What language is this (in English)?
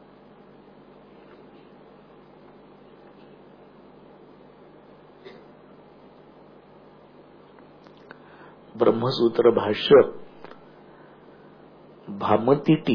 Marathi